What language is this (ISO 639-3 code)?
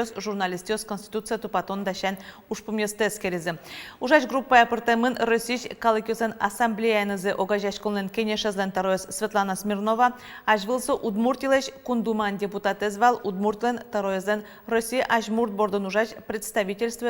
udm